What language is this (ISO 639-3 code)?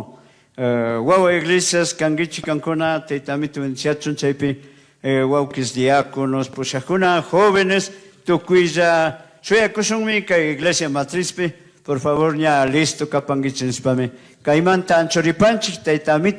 qug